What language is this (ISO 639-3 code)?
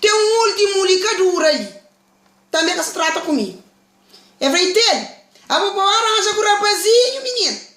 kea